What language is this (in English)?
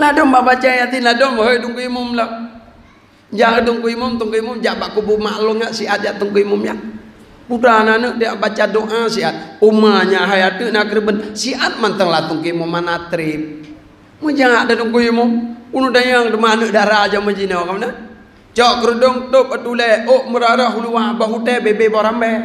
Achinese